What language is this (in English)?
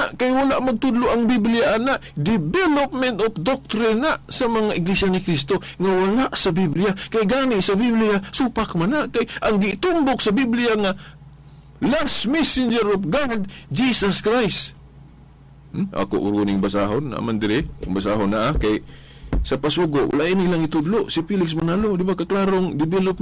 Cebuano